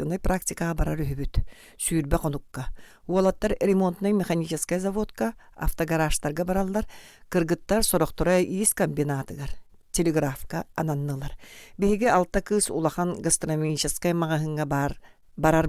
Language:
Yakut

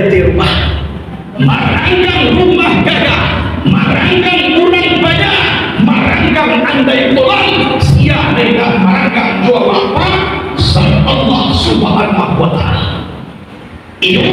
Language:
Minangkabau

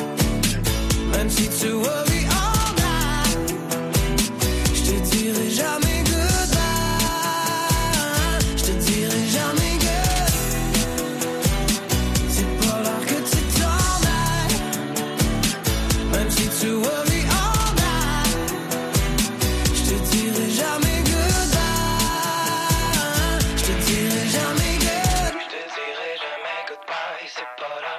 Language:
French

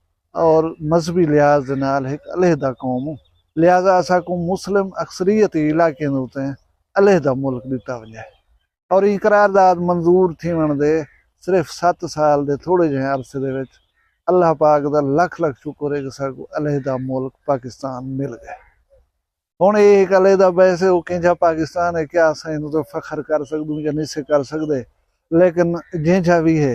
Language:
Saraiki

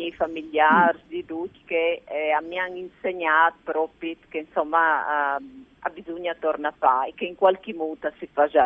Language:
Friulian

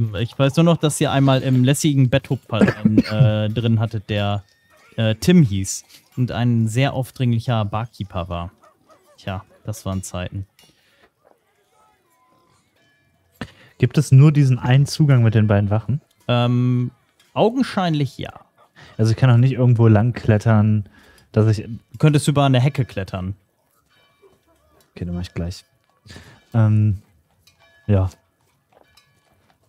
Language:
German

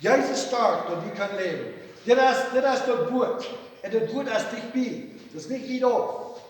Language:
Plautdietsch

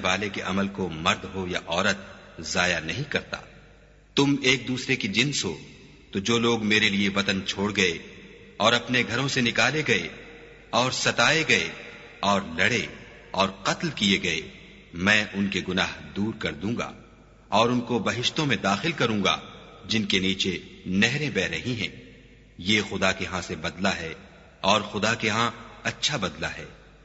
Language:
Urdu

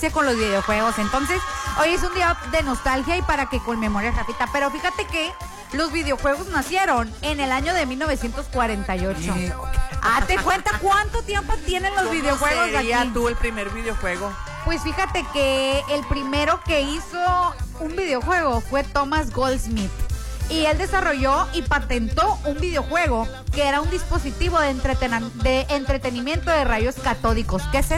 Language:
Spanish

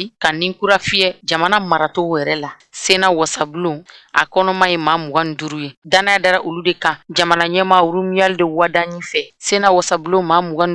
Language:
Bambara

